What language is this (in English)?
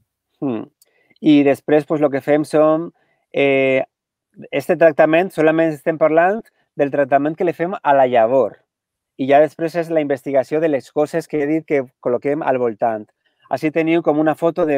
Catalan